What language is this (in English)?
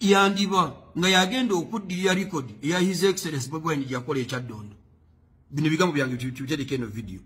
Ganda